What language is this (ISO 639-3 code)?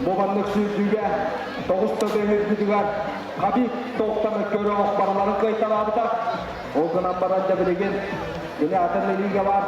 sah